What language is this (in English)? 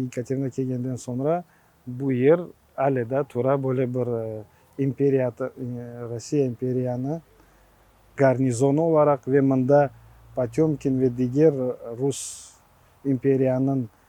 Crimean Tatar